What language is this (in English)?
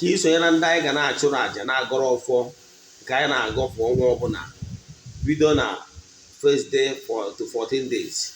Igbo